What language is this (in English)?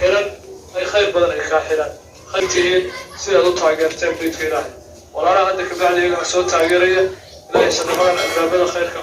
Somali